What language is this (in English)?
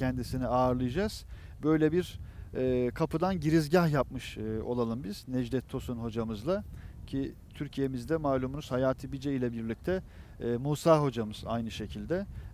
Turkish